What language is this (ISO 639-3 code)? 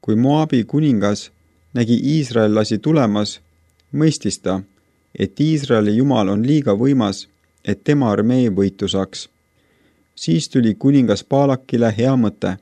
est